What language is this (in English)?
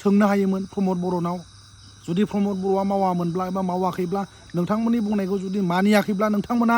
Bodo